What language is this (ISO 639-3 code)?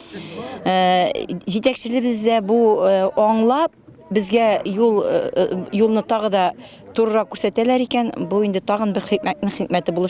tat